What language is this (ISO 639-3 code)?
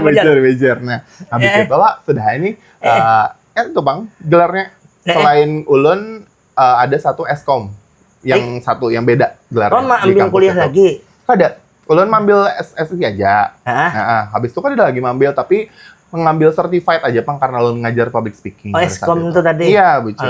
bjn